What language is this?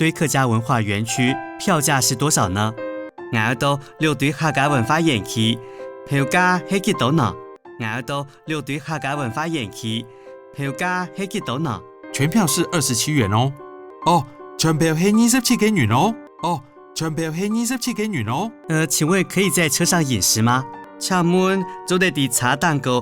Hakka Chinese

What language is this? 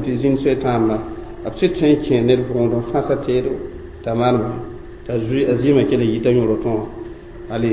Mossi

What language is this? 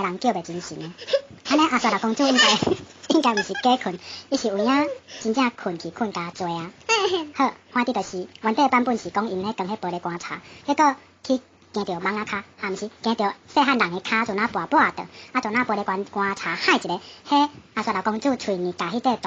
Min Nan Chinese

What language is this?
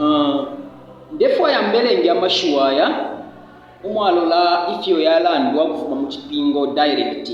Bemba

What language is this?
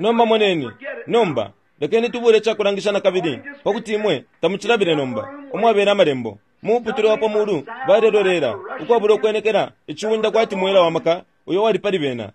Bemba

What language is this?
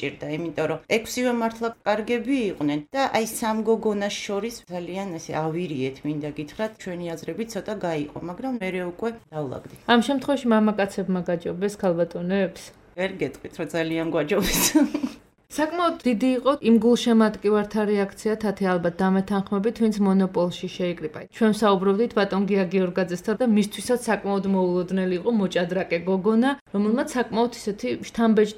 Georgian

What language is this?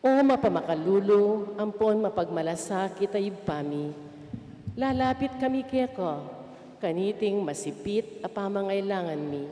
Pampanga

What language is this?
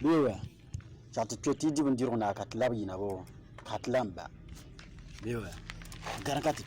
Dagbani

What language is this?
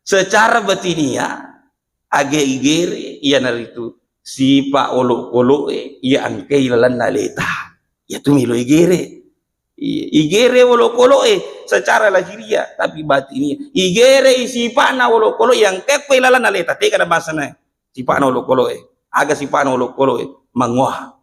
Buginese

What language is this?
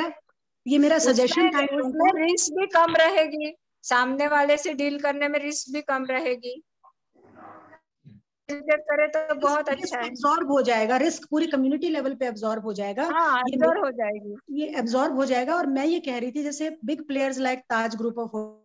Hindi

